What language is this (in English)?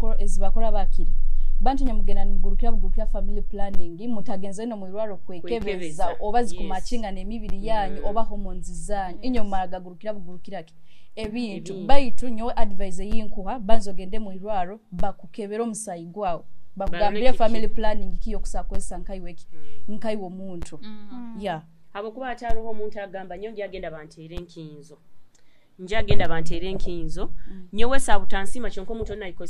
Nyoro